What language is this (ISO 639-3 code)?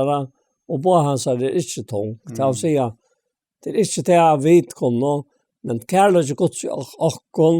fao